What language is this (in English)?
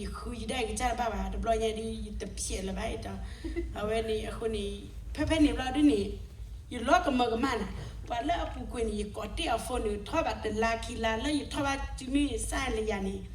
S'gaw Karen